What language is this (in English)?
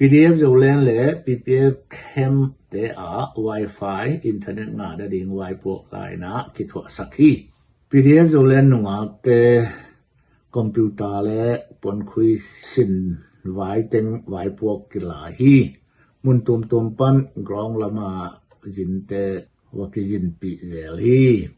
Tedim Chin